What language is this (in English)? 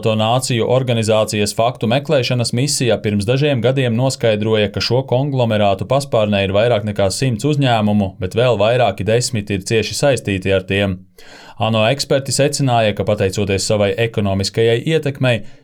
Latvian